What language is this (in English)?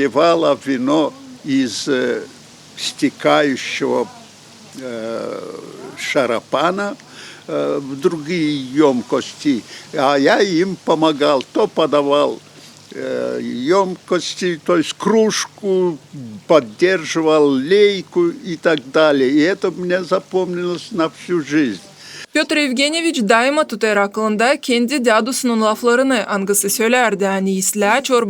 Gagauz